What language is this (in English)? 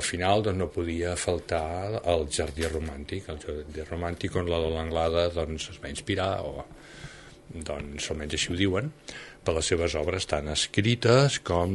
Catalan